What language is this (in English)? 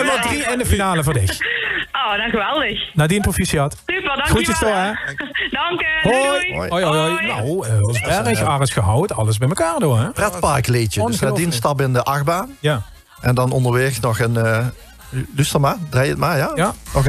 Limburgish